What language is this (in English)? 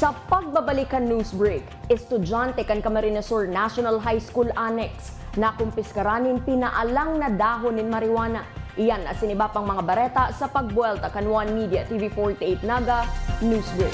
Bikol